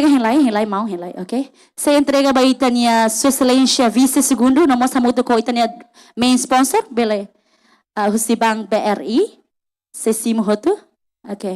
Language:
Tetum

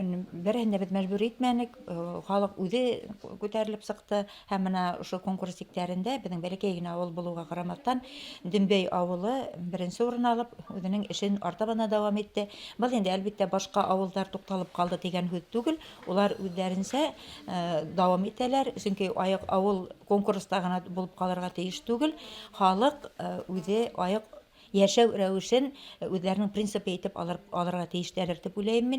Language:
Bashkir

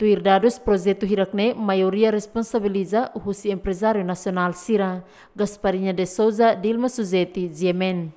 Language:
Tetum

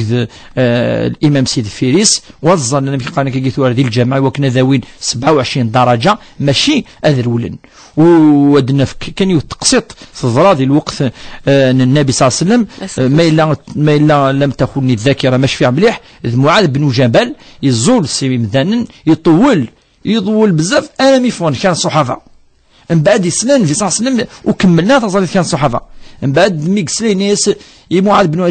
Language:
Kabyle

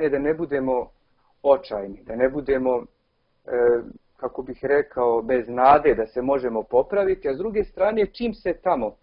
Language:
Serbian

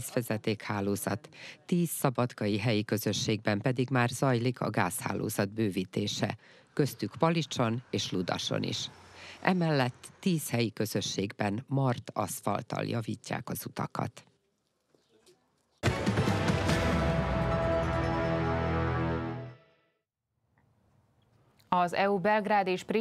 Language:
Hungarian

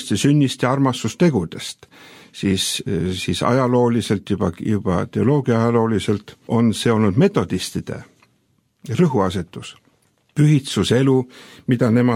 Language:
Estonian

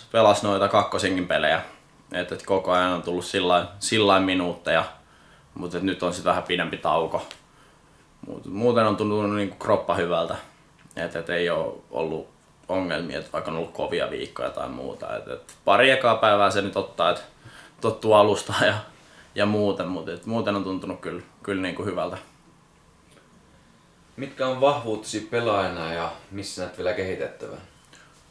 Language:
Finnish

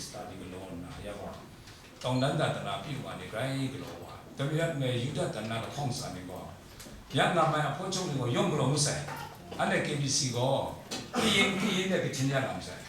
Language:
Kachin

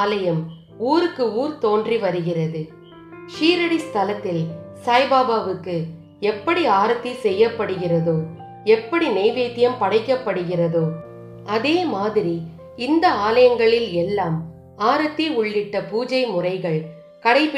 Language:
Tamil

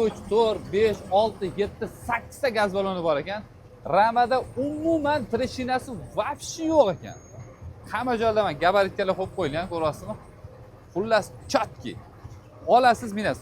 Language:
Uzbek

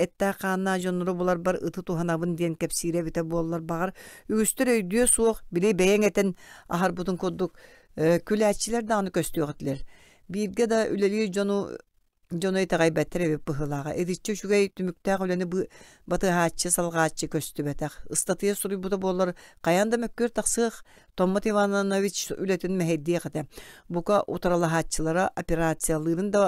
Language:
Yakut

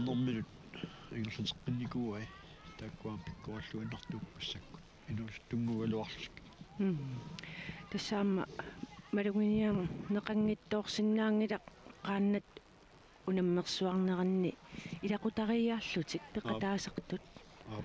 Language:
Kalaallisut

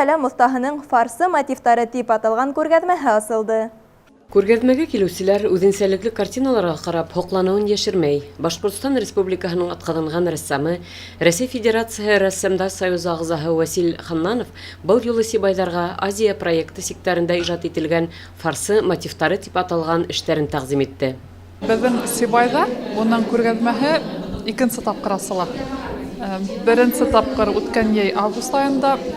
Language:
Bashkir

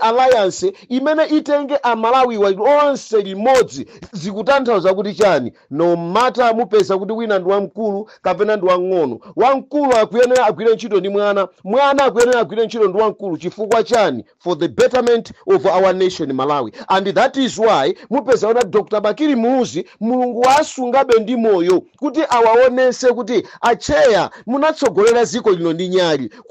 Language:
Nyanja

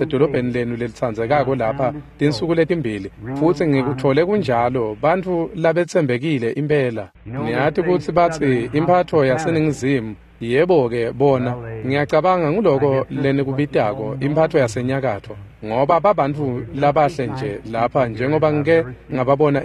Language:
Swati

